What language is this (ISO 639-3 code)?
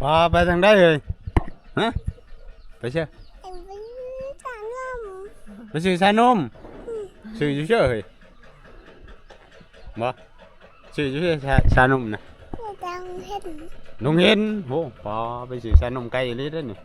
tts